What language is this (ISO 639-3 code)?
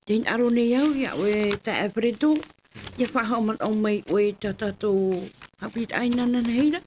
tah